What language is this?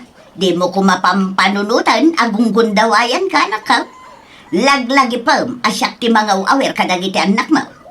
Iloko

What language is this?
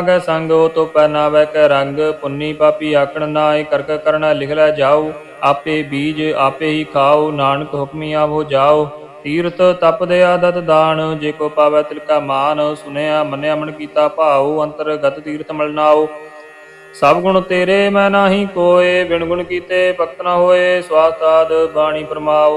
Punjabi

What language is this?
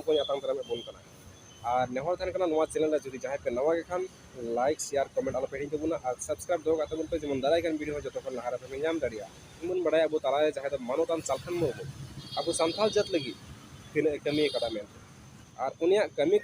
Santali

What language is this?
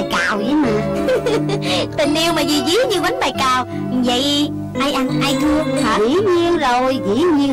Vietnamese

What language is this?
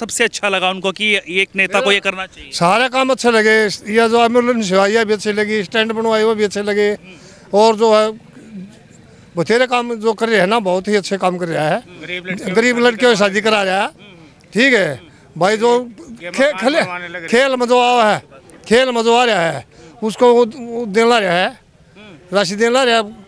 Hindi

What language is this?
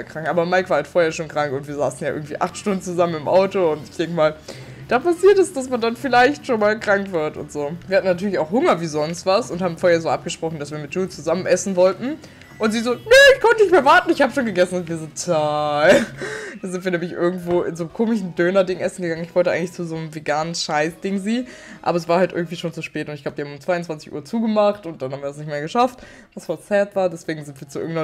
German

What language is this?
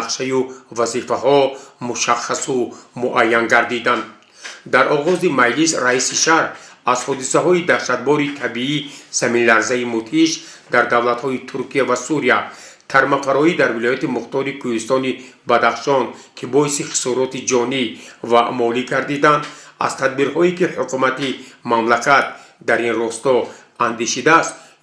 Tajik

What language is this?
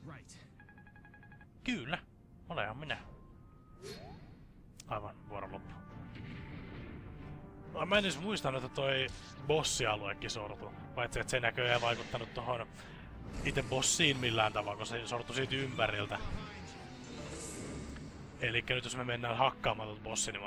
Finnish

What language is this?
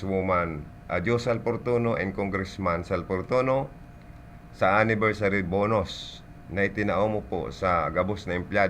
Bikol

